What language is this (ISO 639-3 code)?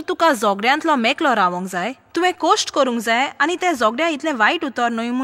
kok